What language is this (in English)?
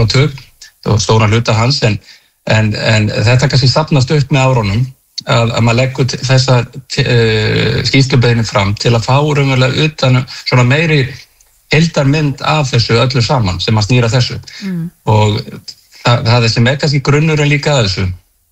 Icelandic